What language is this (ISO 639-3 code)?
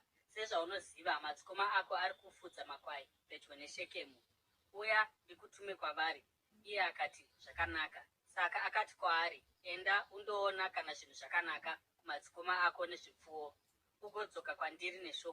sna